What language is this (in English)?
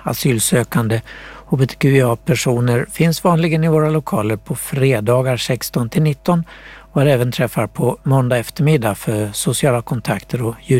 Swedish